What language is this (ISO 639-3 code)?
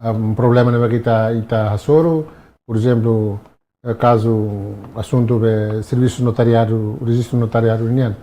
tet